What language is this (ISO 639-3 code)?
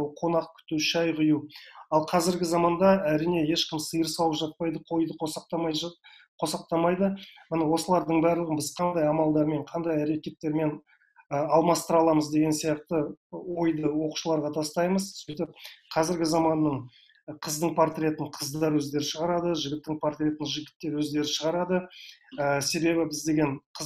kaz